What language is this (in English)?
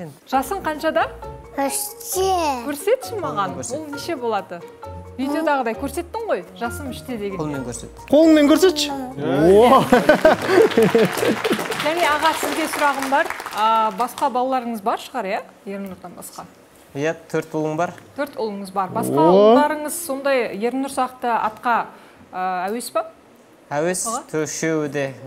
Kazakh